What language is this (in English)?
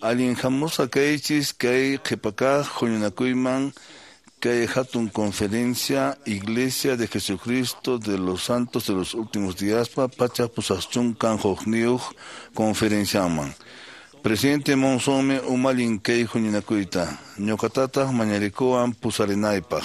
Quechua